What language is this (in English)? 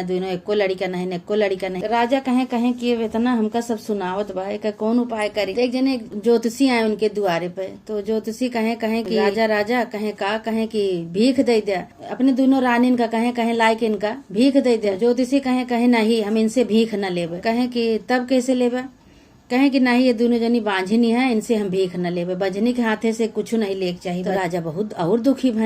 Awadhi